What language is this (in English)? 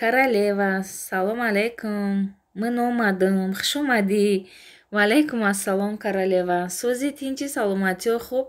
Tajik